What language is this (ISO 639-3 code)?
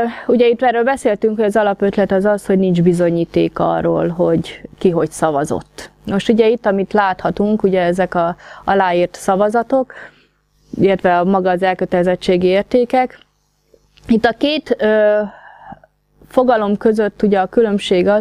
hun